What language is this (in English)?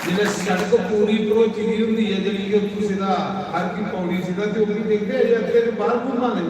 Dogri